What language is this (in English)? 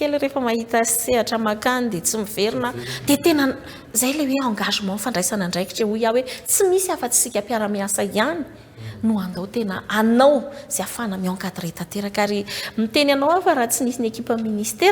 Malagasy